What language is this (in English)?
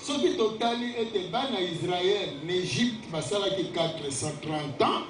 Lingala